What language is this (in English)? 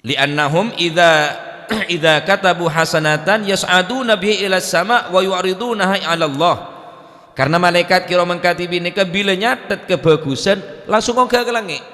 Madurese